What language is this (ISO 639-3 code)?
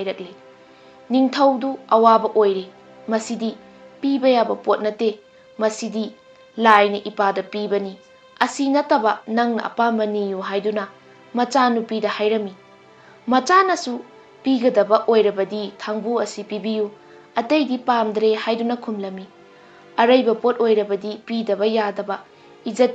mni